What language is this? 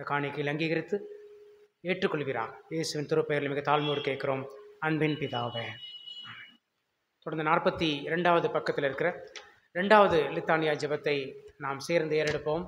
Tamil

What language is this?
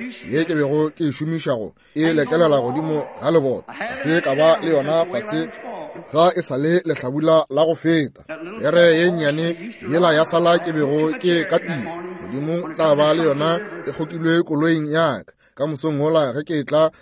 Northern Sotho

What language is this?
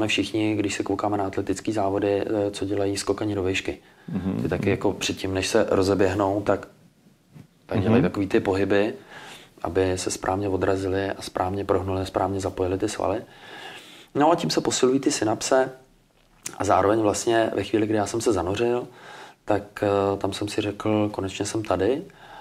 Czech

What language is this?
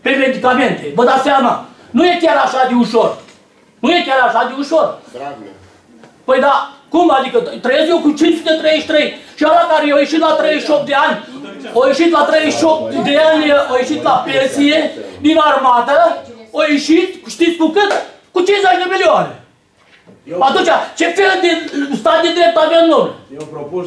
Romanian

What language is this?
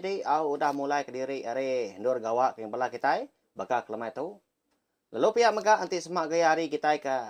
Iban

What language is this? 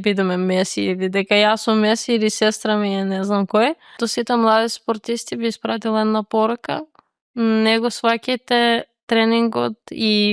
Macedonian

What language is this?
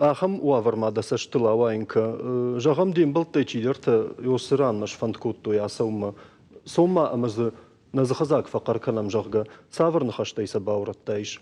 Ossetic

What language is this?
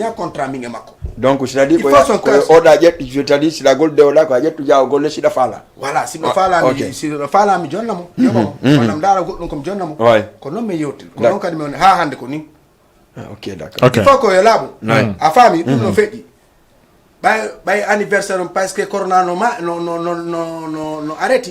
Fula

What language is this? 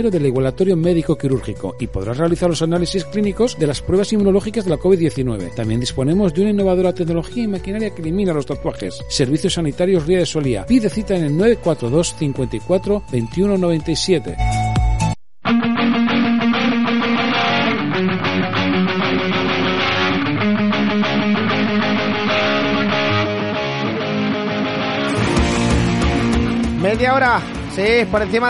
Spanish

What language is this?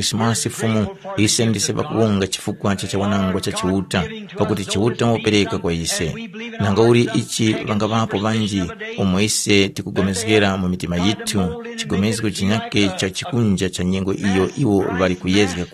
Tumbuka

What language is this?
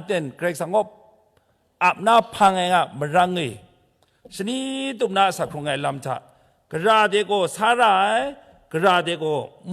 Kachin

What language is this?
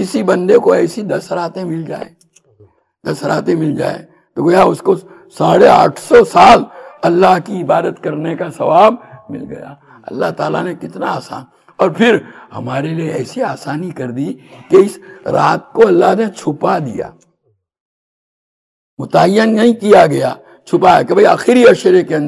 Urdu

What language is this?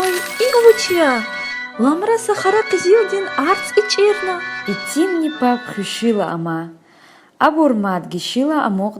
Lezghian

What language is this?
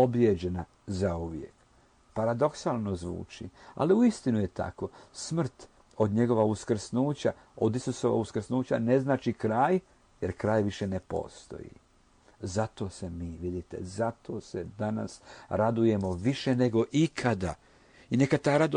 Croatian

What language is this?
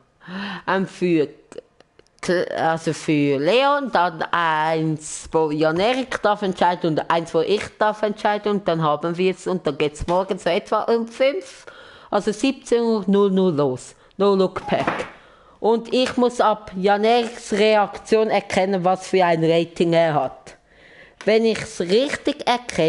Swiss German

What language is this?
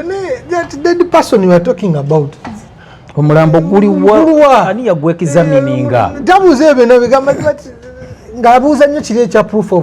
Ganda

